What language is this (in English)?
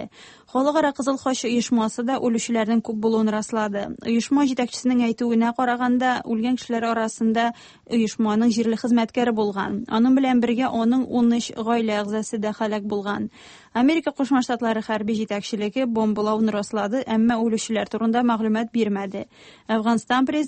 Tatar